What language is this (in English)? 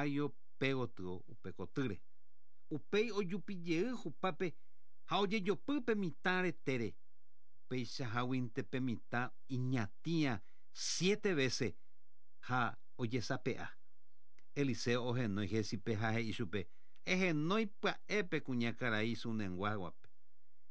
Guarani